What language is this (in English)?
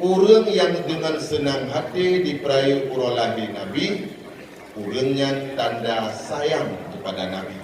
Achinese